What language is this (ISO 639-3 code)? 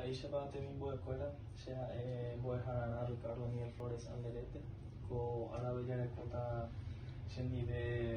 grn